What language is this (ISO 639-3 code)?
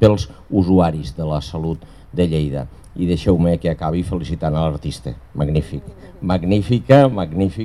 cat